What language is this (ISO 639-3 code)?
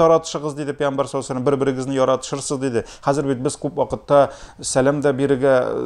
tat